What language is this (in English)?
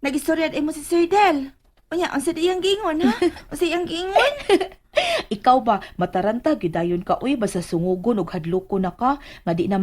Cebuano